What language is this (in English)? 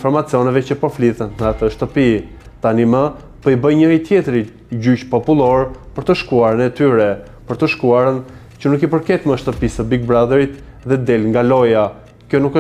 Albanian